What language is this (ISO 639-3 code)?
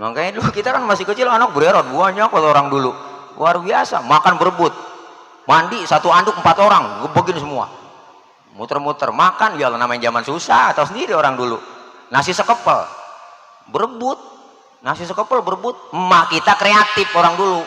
bew